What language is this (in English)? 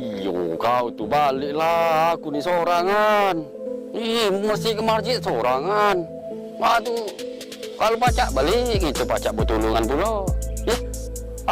Musi